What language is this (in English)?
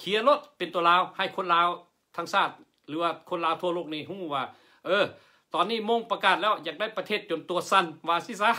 Lao